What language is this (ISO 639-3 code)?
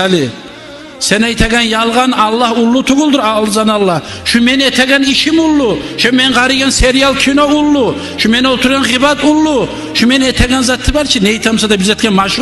kum